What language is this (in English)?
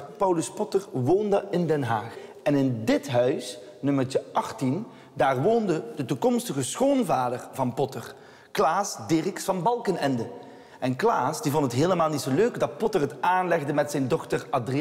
Dutch